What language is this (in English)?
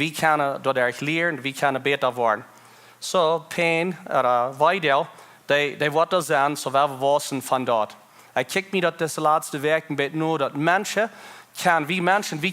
Plautdietsch